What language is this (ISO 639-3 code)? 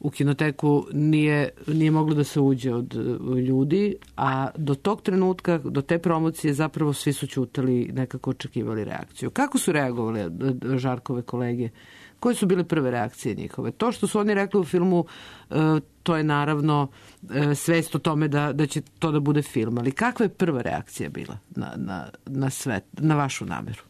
srp